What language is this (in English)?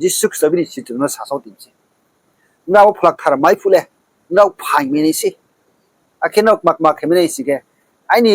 Riang (India)